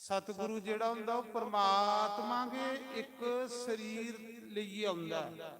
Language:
Dogri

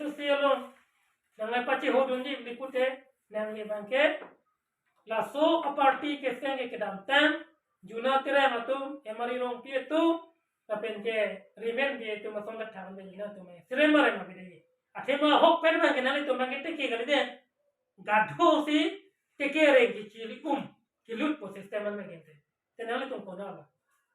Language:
Karbi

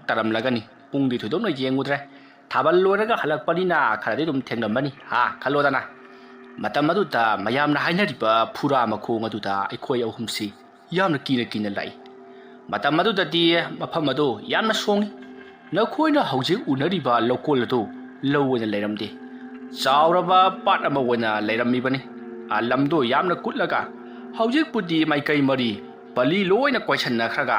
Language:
Manipuri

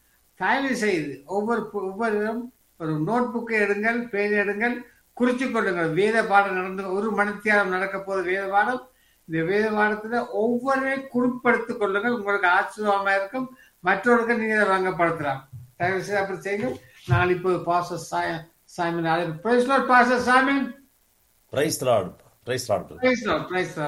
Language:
Tamil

